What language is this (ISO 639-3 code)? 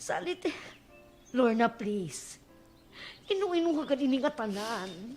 war